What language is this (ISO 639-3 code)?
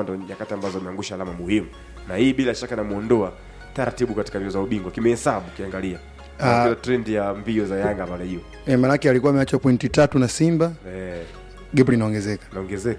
swa